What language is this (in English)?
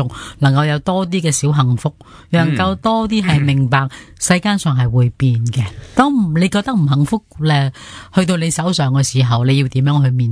Cantonese